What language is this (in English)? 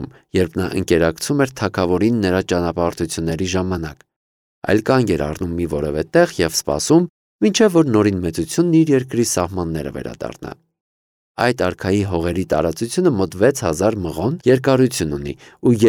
Armenian